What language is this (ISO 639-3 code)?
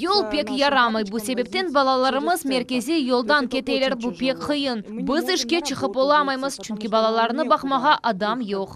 crh